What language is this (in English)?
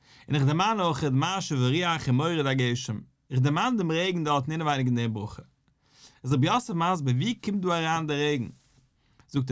Yiddish